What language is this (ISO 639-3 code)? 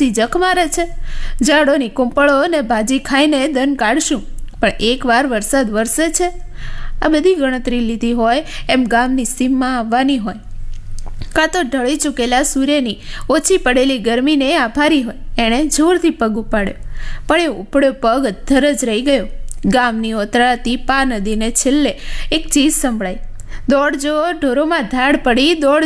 guj